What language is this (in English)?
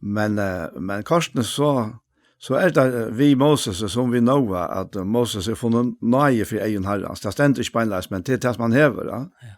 Faroese